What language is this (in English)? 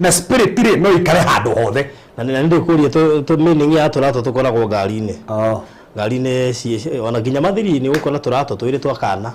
Kikuyu